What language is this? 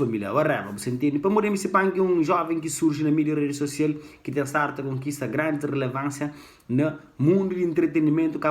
Kabuverdianu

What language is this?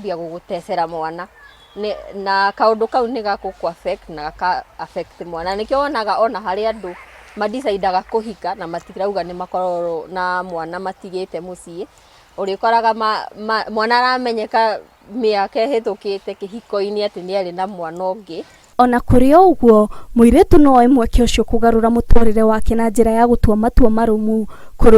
Kikuyu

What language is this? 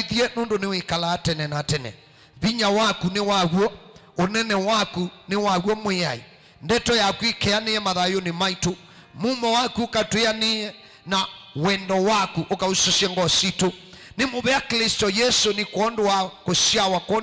Kamba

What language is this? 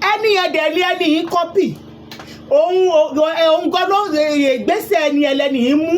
Yoruba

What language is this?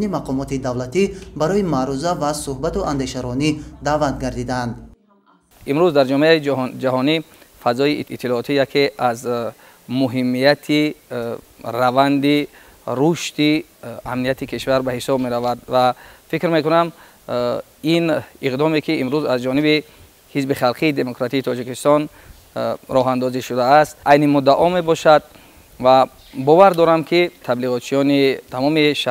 Tajik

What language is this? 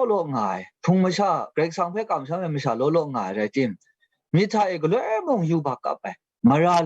Kachin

